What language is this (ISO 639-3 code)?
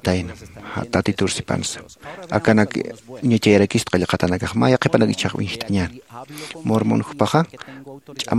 aym